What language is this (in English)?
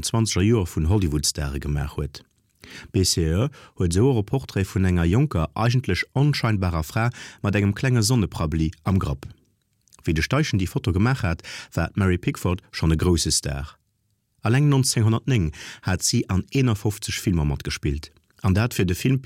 Luxembourgish